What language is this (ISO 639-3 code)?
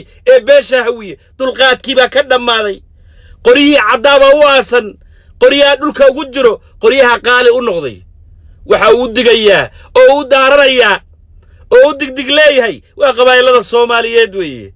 som